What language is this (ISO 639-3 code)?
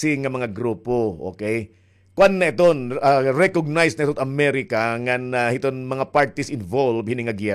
war